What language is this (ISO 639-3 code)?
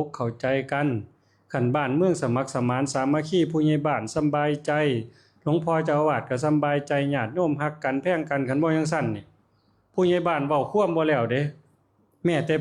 tts